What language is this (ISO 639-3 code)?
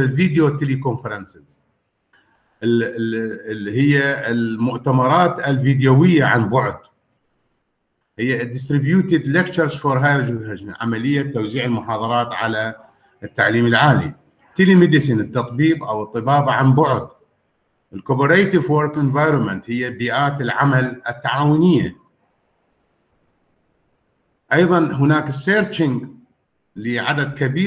ara